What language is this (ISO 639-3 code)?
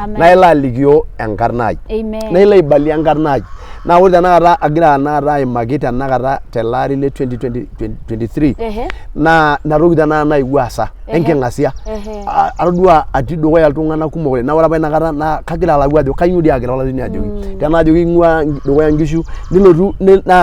mas